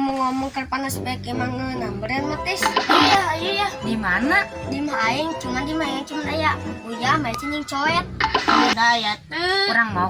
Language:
Sundanese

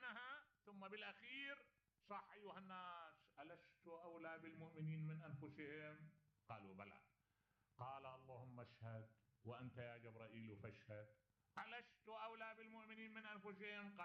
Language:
Mesopotamian Arabic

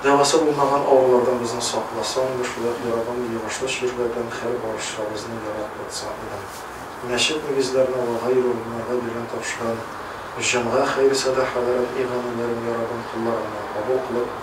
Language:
Tatar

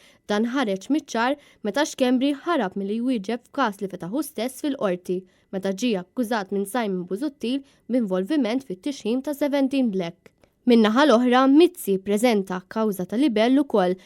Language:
Maltese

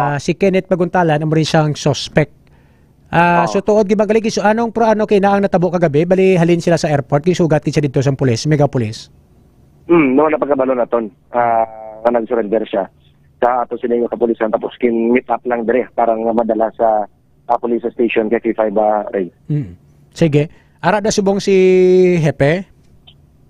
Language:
Hiligaynon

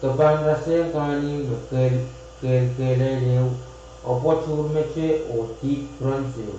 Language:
Pohnpeian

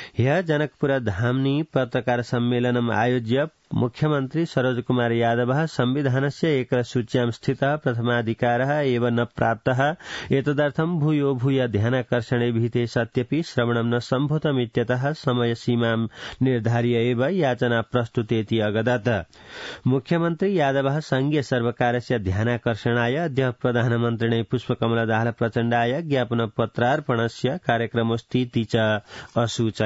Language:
Sanskrit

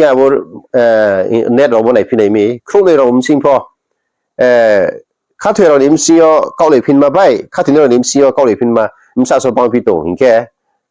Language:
Riang (India)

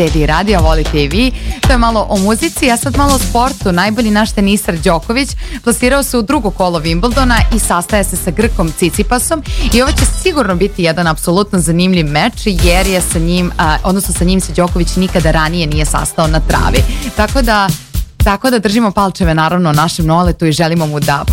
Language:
Serbian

